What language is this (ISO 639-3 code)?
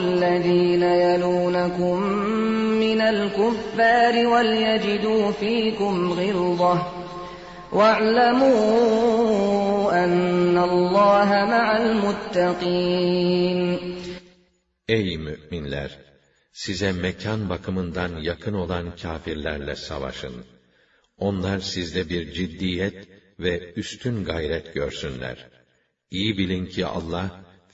tur